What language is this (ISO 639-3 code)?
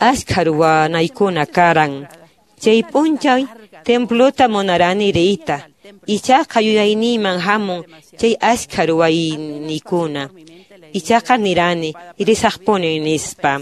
que